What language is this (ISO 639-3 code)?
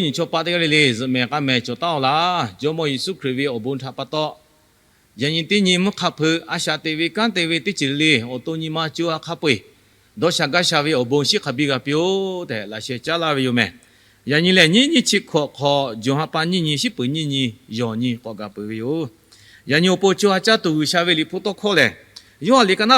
lhu